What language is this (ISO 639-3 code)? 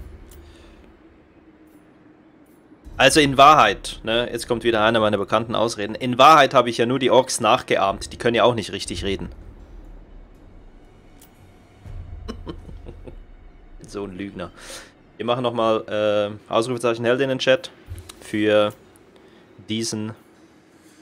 deu